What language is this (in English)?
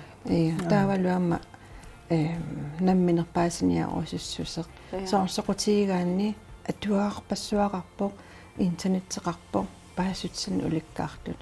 Kalaallisut